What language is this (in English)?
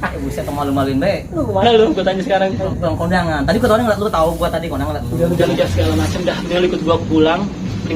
Betawi